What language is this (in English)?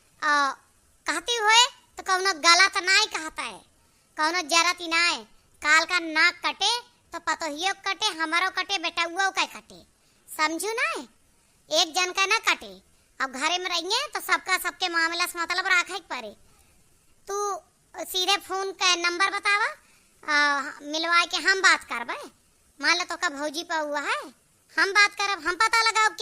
Awadhi